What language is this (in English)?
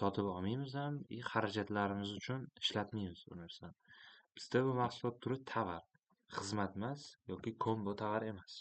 Uzbek